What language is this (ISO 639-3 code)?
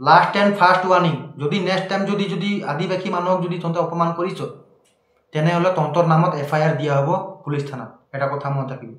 asm